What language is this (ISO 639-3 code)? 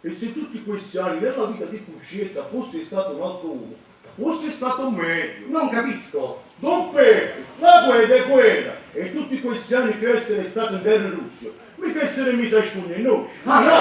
nap